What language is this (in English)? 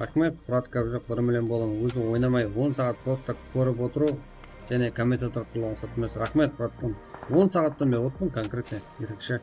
Kara-Kalpak